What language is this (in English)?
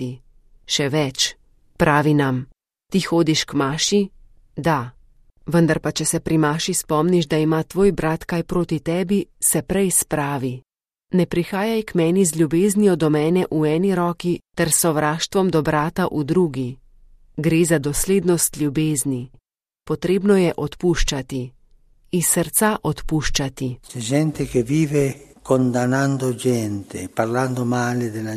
Slovenian